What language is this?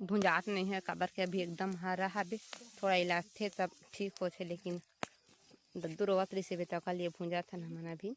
Chhattisgarhi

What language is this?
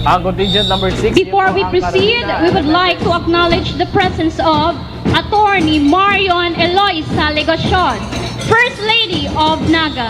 Bikol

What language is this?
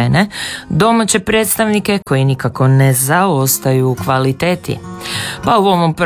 Croatian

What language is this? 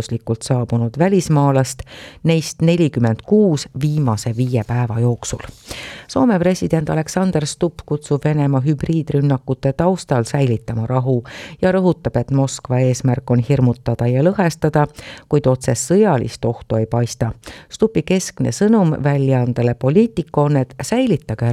Estonian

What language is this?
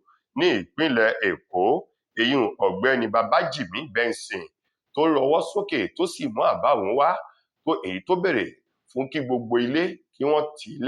Yoruba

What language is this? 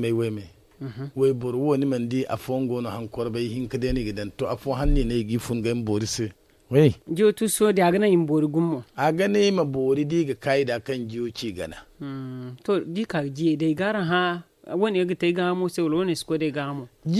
Zarma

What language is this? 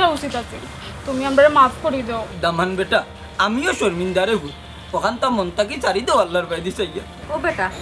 Sylheti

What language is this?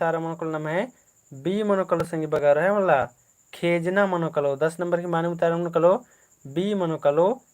Kurukh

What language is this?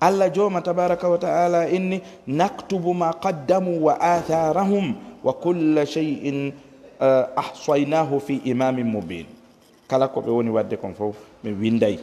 Fula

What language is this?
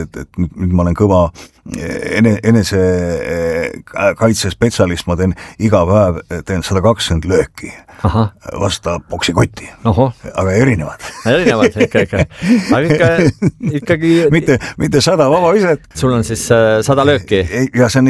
Estonian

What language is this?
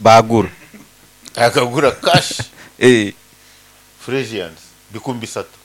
Nyoro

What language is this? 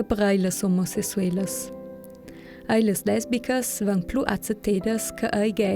Ladin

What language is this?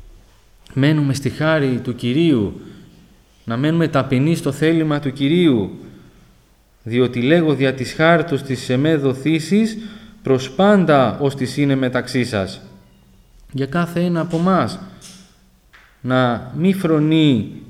Greek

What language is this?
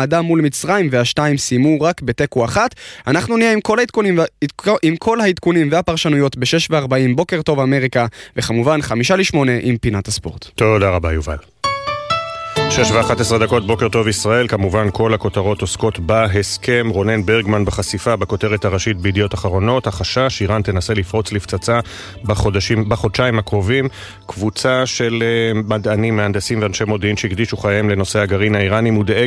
Hebrew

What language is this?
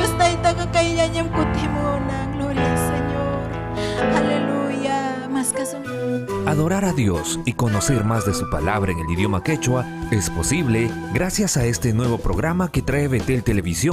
Ayacucho Quechua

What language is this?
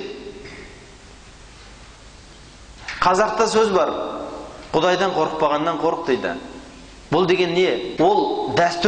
Kazakh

